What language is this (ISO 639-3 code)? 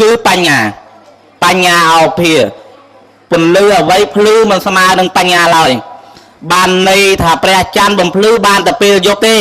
khm